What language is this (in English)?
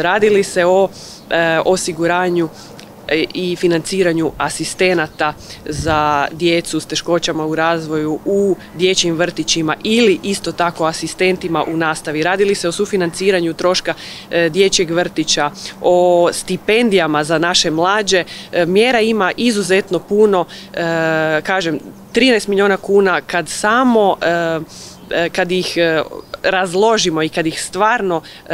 Croatian